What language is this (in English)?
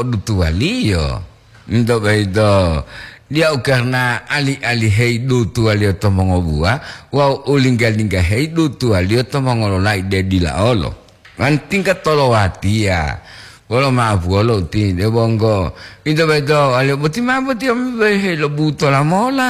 Gorontalo